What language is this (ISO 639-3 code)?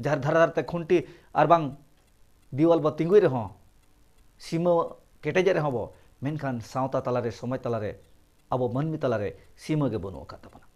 sat